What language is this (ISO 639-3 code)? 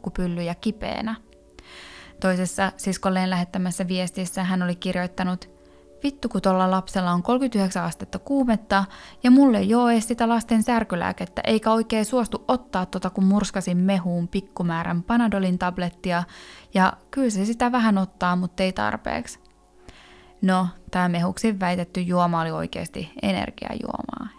fin